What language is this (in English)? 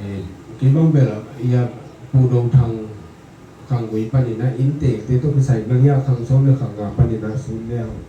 Tedim Chin